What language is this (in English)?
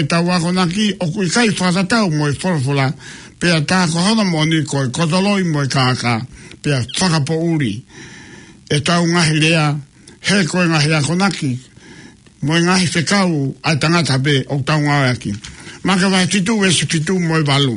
Tongan